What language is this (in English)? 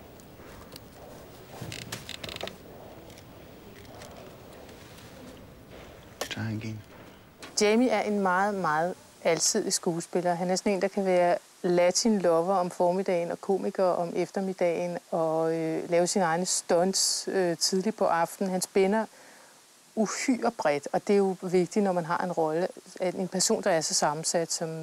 Danish